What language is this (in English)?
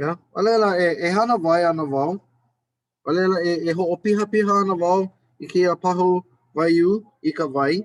Hawaiian